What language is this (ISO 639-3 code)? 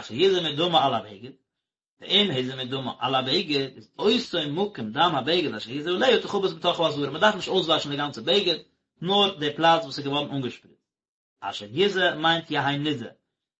yid